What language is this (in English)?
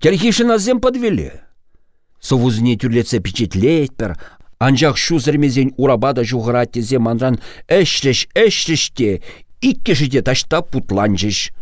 Chuvash